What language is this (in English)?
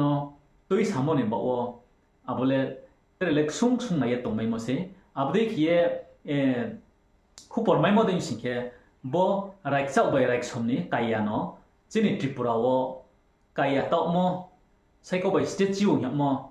Riang (India)